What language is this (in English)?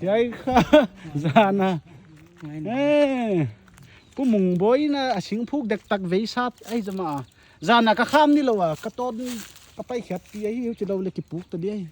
Paite Chin